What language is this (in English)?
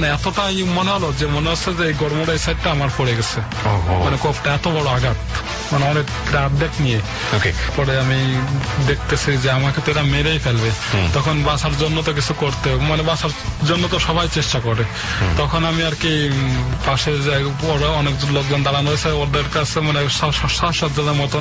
Bangla